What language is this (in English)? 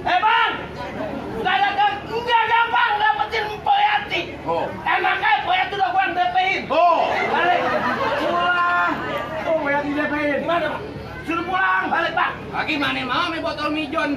Betawi